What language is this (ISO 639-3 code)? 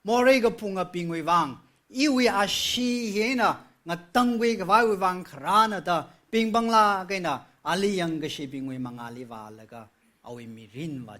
nmf